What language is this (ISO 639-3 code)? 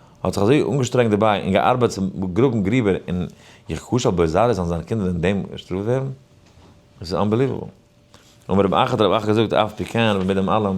yid